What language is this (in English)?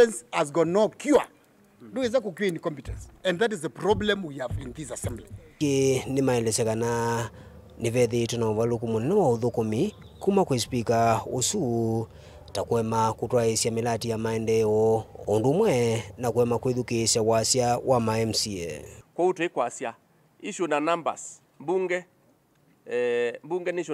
Kamba